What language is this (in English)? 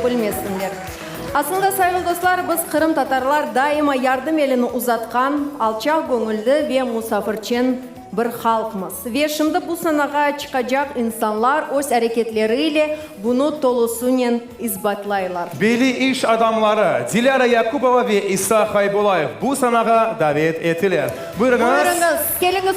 Crimean Tatar